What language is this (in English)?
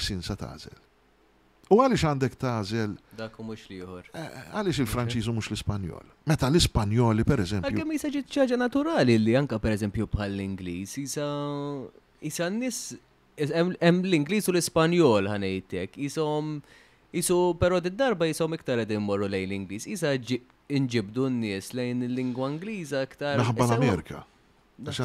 Maltese